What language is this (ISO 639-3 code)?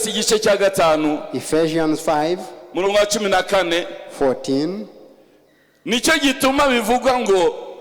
kin